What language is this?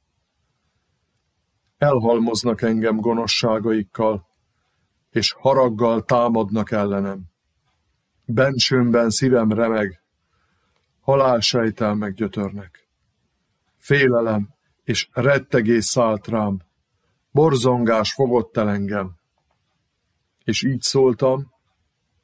Hungarian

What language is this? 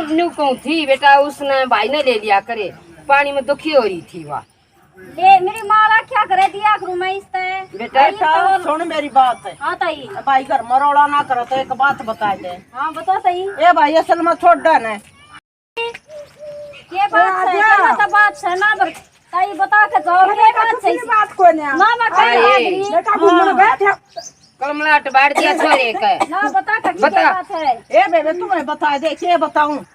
Haryanvi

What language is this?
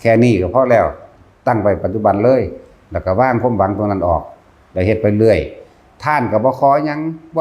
Northeastern Thai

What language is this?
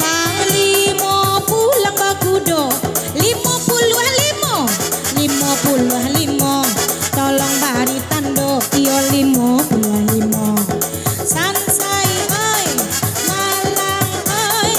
Minangkabau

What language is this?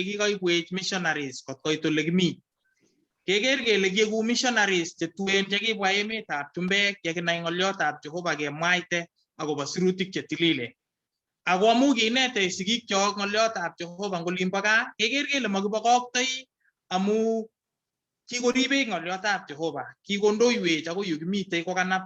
Kalenjin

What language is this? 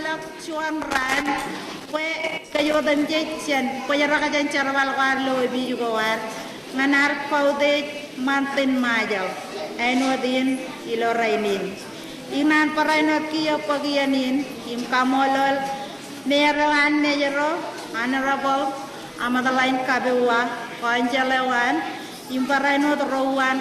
Marshallese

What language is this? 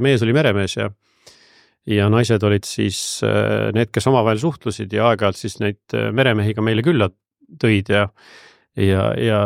Estonian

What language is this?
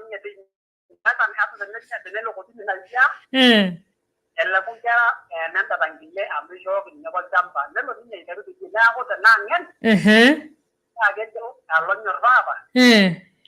Masai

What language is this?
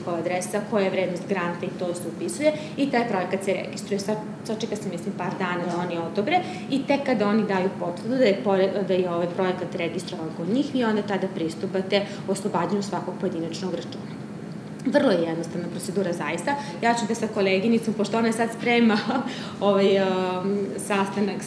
Serbian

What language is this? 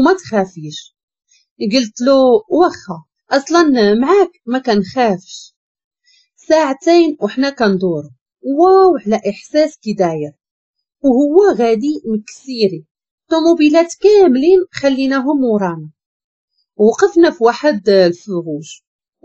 Moroccan Arabic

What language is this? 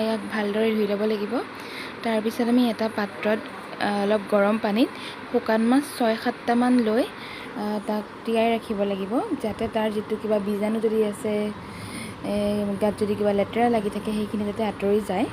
Assamese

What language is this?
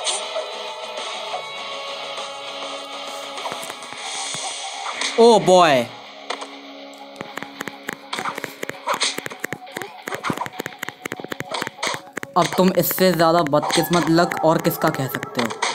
Hindi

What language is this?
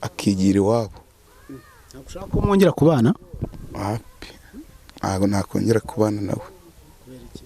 Kinyarwanda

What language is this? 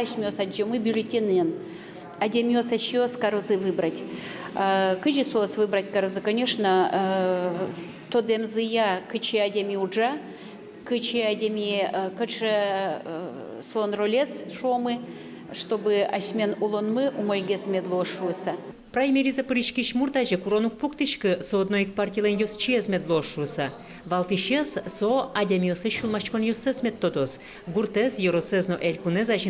Udmurt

